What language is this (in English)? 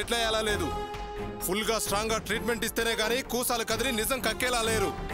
Telugu